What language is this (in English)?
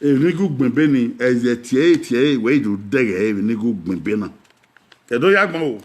Bini